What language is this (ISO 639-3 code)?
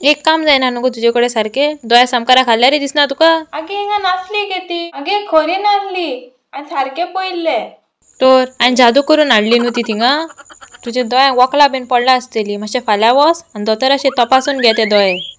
kok